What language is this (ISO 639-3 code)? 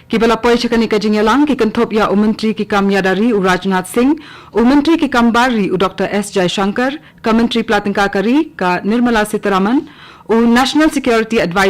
kha